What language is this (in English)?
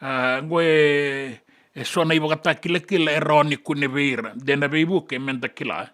Fijian